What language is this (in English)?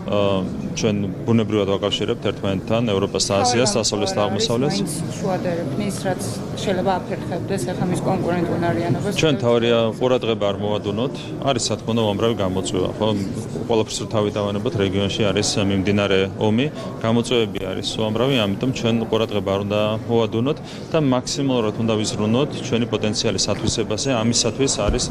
Georgian